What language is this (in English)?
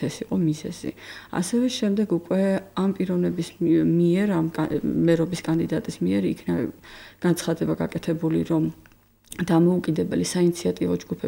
Georgian